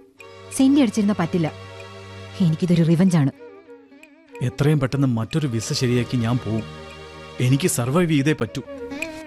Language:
Malayalam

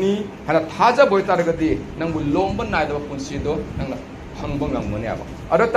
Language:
Manipuri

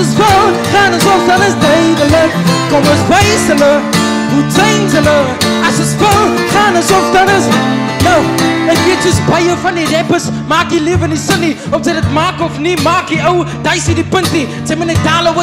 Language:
Afrikaans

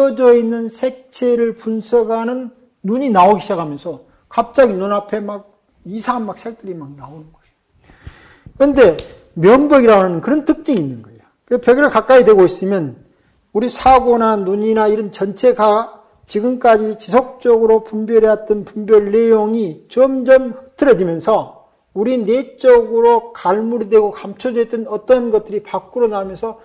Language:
Korean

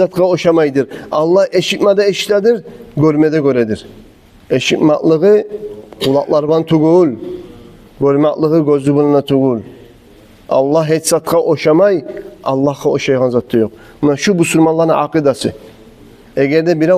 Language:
Kumyk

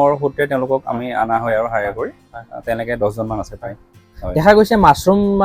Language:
Assamese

